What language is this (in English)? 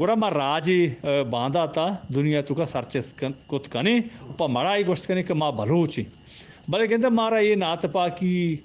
Eastern Balochi